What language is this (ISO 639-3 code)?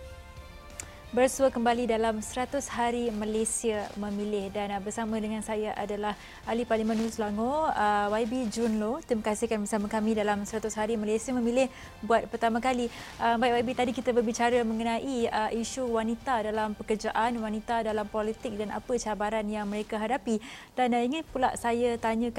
msa